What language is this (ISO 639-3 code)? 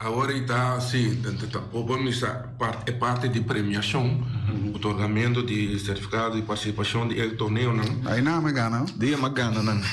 pap